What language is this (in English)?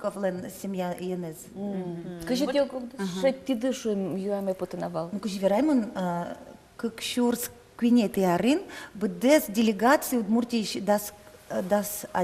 Udmurt